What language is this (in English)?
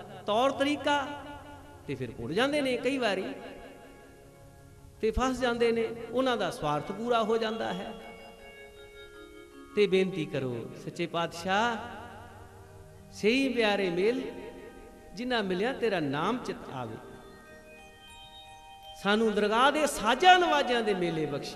Punjabi